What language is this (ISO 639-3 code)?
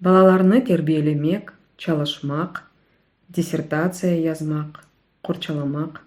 crh